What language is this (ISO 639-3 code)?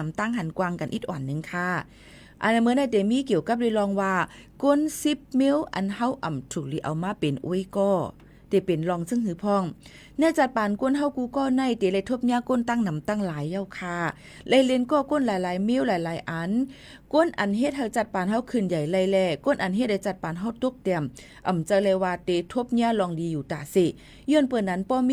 shn